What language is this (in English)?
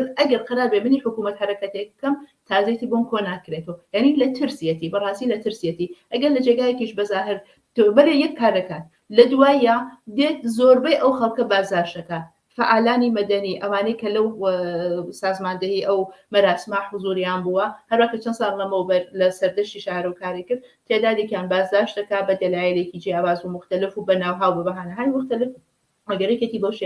Central Kurdish